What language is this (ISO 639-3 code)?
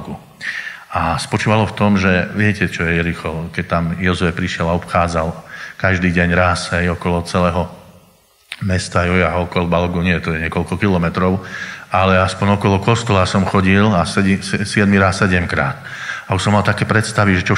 slk